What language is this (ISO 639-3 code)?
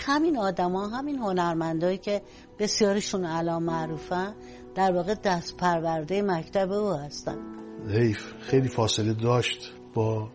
fas